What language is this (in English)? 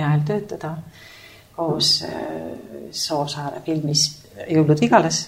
Estonian